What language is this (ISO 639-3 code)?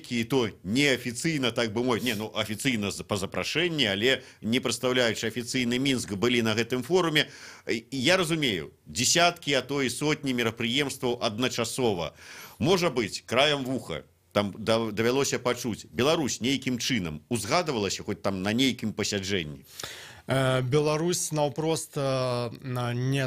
bel